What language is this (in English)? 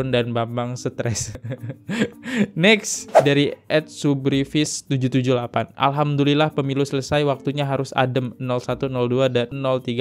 Indonesian